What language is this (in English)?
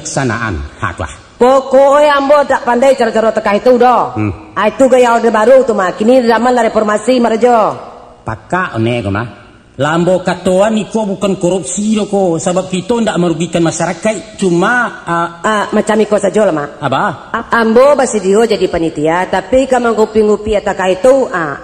Minangkabau